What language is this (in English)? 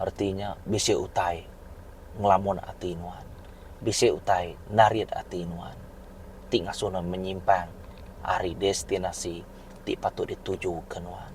Iban